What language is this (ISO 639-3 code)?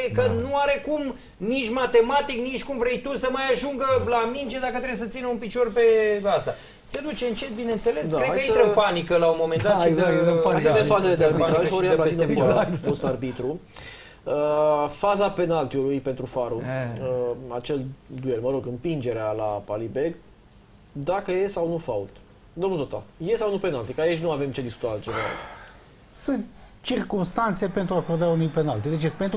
ron